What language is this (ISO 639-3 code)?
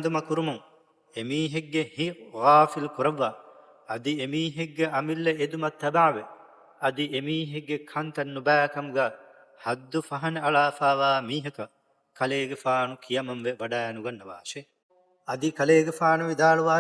div